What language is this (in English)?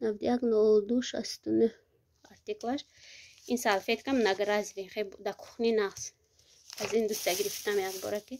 Tajik